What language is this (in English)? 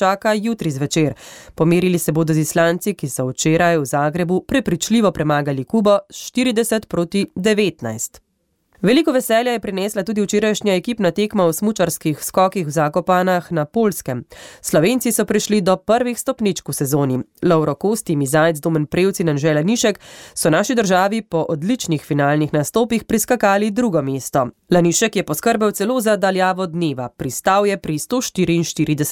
Slovenian